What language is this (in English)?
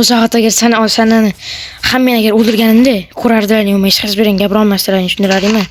Uzbek